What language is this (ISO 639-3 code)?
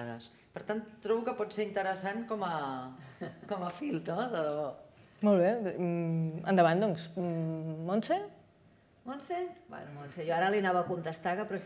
cat